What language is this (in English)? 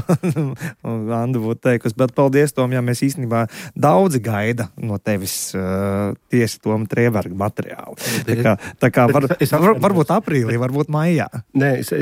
Latvian